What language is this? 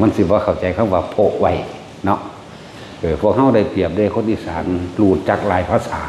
Northeastern Thai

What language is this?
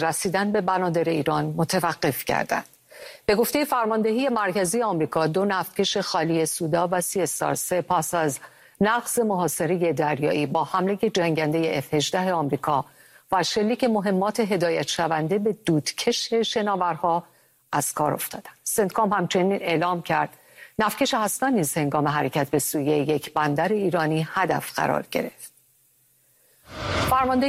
Persian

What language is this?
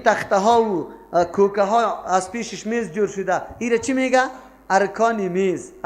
Persian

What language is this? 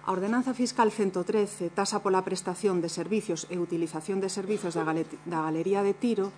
Galician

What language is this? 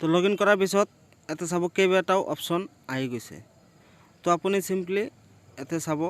Assamese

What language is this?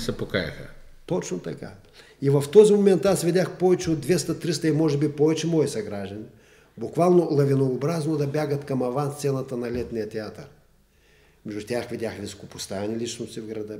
Bulgarian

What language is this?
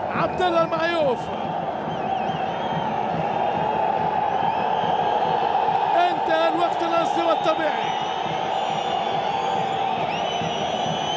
Arabic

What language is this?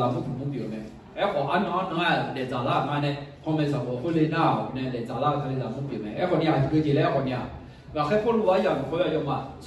Akha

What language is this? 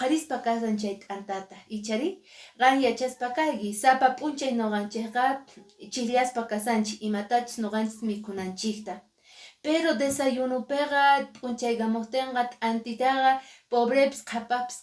Quechua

